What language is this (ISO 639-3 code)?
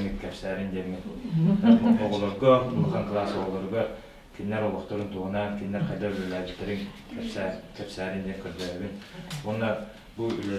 sah